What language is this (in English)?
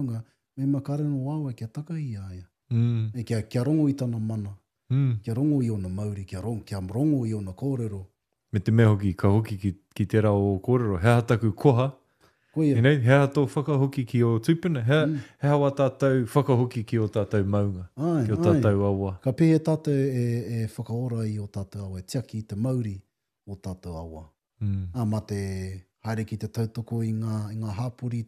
Māori